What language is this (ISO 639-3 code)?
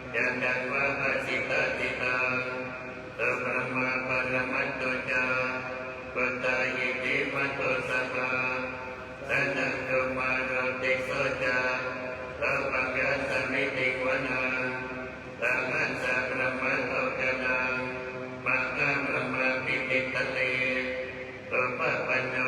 pli